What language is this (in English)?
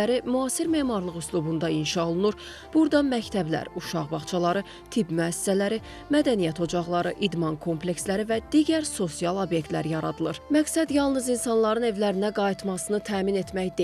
Azerbaijani